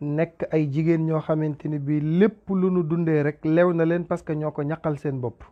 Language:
Wolof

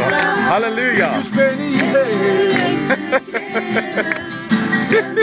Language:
Norwegian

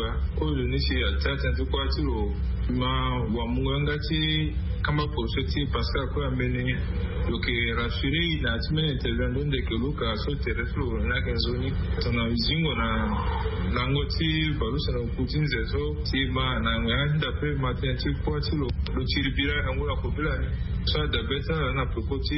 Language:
Sango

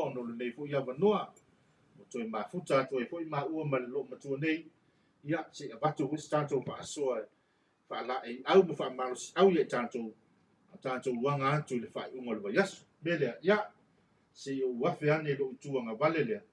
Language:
Samoan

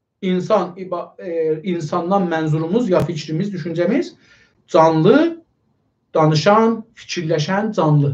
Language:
South Azerbaijani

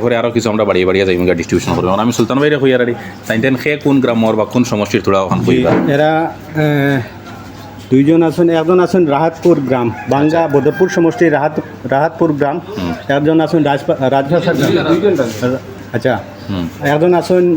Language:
Sylheti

